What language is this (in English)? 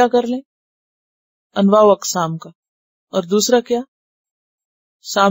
Urdu